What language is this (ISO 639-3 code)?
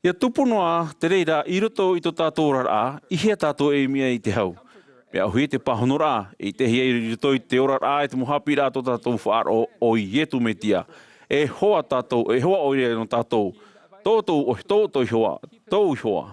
tah